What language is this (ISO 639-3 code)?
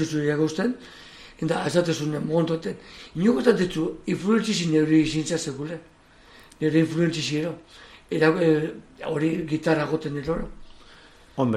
eus